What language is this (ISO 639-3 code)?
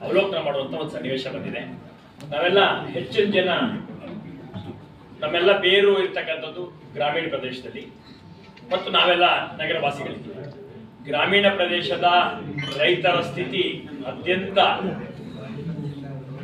kan